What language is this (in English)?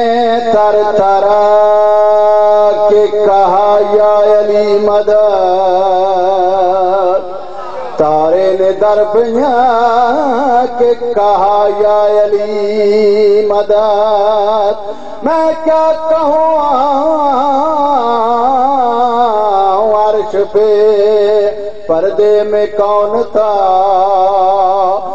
Urdu